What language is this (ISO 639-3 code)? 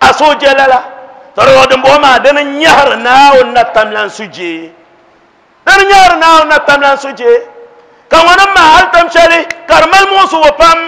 dag